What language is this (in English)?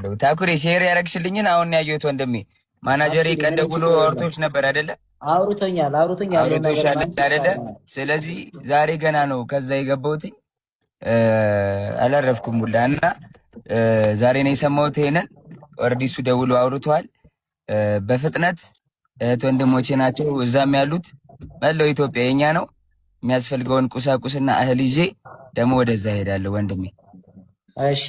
Amharic